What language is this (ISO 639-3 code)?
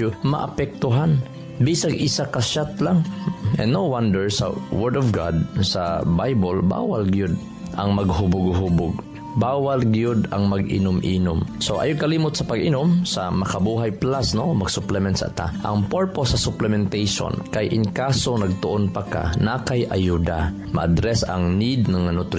ceb